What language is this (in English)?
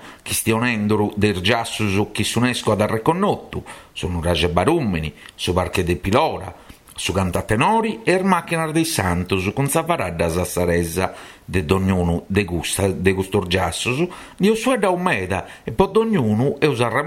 Sardinian